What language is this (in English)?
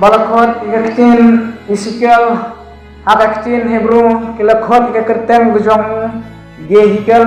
Khasi